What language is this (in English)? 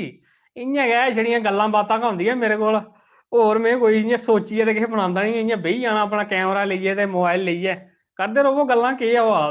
Dogri